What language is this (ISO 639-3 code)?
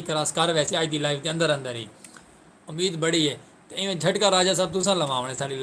skr